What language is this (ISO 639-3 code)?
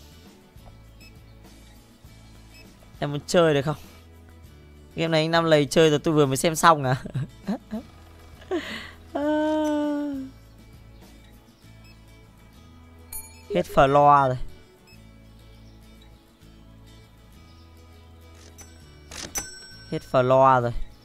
vie